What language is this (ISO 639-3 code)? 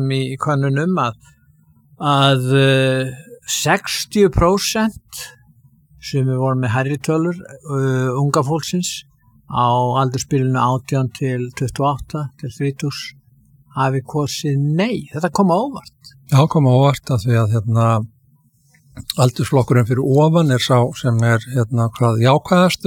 isl